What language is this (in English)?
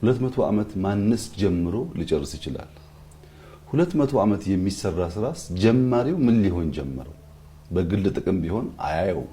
Amharic